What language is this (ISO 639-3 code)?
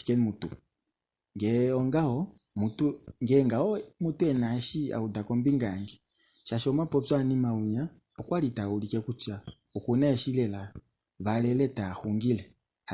kua